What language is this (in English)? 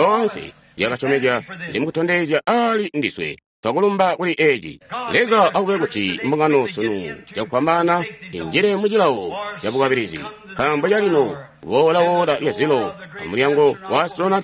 Tonga (Zambia)